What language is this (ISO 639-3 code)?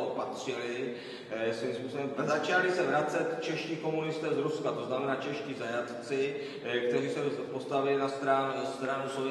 ces